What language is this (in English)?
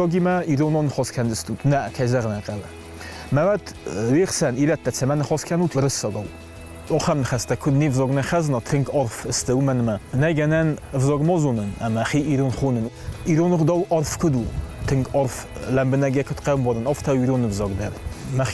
Ossetic